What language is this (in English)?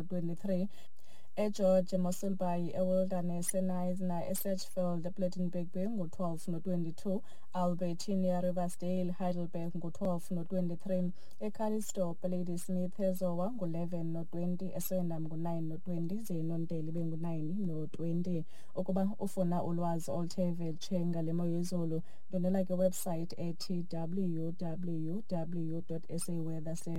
Xhosa